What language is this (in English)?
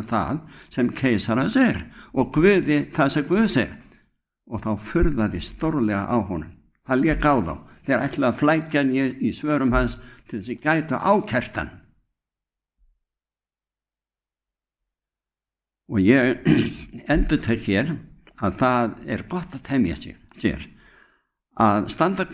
Icelandic